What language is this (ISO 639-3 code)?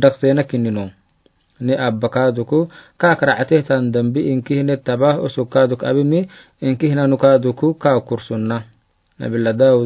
aar